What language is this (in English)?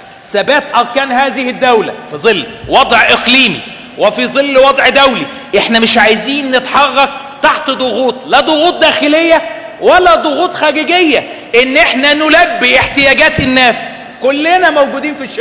Egyptian Arabic